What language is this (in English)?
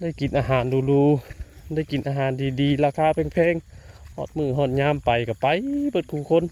Northeastern Thai